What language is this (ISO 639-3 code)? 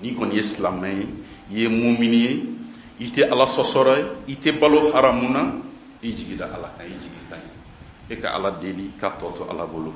bam